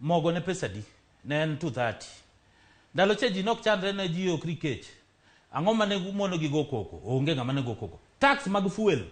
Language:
Luo (Kenya and Tanzania)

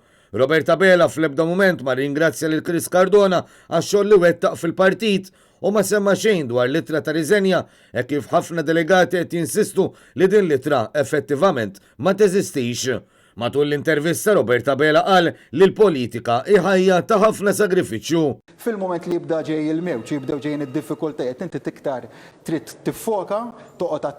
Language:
Maltese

